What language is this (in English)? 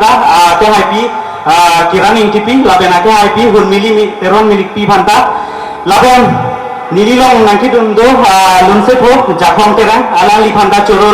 Karbi